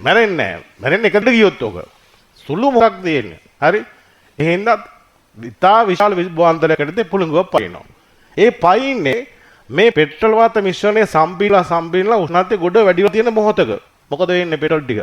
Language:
Sinhala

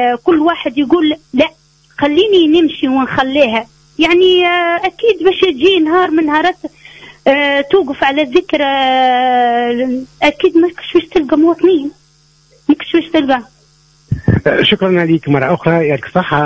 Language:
Tunisian Arabic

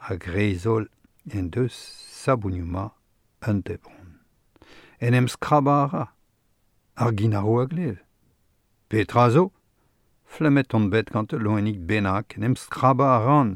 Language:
Breton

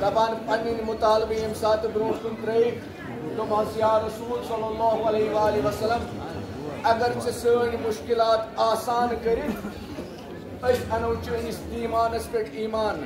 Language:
Kashmiri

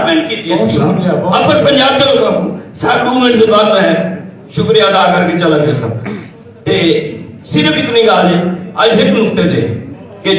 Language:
Saraiki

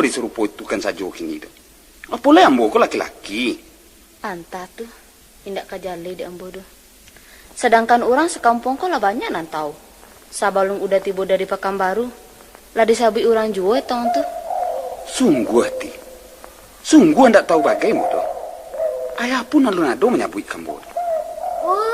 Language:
Minangkabau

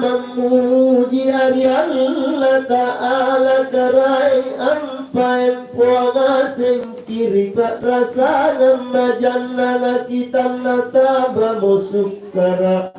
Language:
Makasar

